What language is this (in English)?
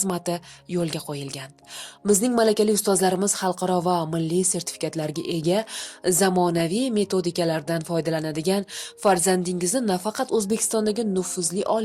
Uzbek